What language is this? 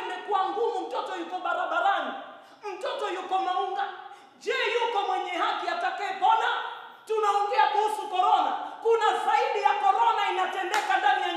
Swahili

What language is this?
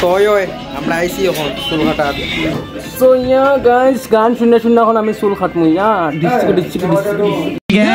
Sylheti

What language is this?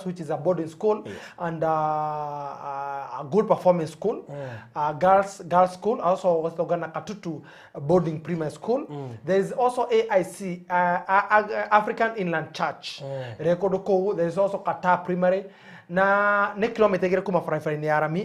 Kikuyu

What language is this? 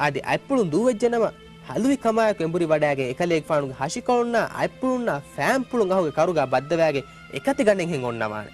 Divehi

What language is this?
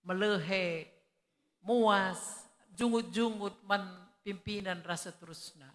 Batak Karo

